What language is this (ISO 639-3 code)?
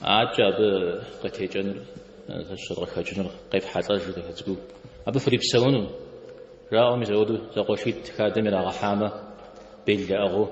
kbd